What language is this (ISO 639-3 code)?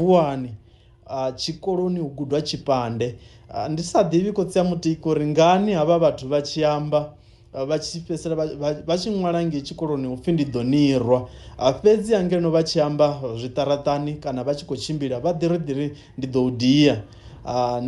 ven